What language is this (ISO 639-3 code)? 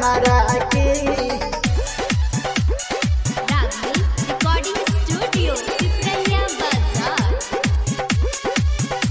bho